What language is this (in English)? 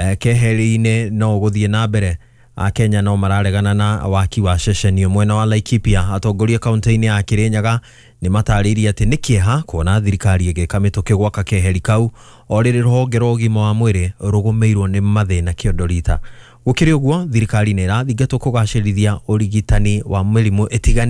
Kikuyu